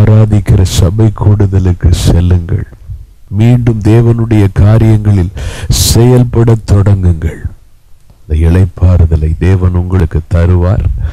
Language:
Tamil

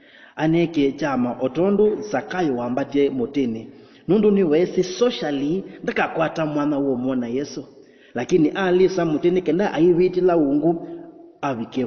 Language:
Kamba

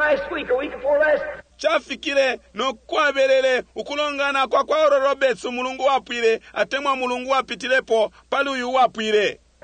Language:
Bemba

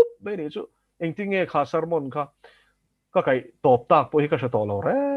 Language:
Mizo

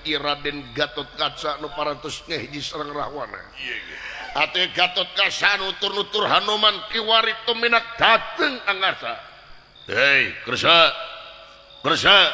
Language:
Sundanese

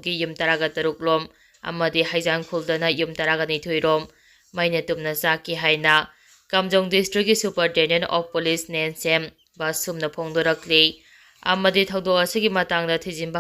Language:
Manipuri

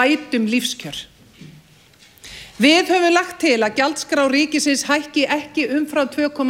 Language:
Icelandic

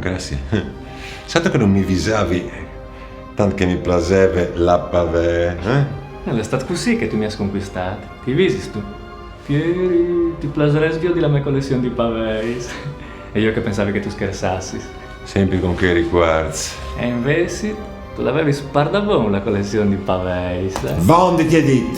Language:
Friulian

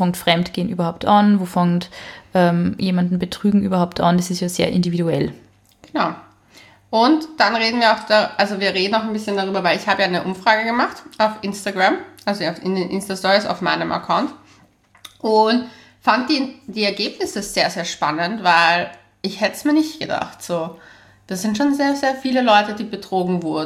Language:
German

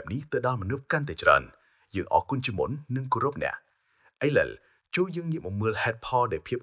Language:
Khmer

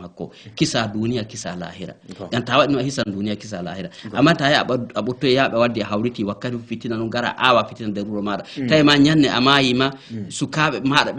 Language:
Fula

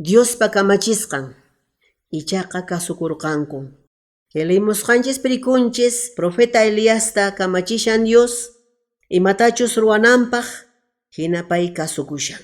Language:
Quechua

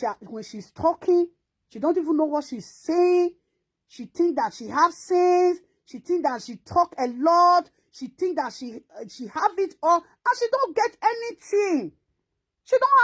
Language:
Nigerian Pidgin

